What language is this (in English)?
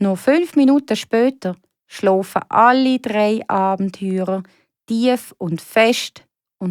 Swiss German